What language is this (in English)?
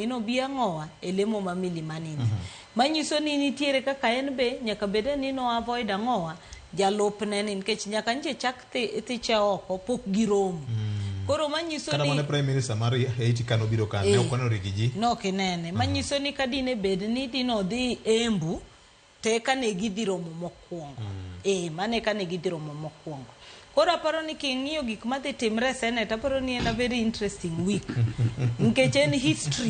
Luo (Kenya and Tanzania)